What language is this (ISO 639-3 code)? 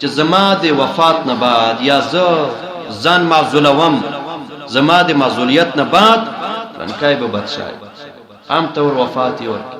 pus